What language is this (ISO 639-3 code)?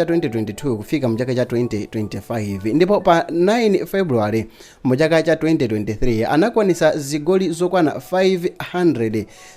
nya